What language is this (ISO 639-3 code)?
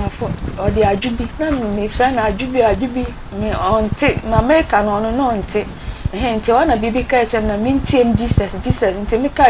aka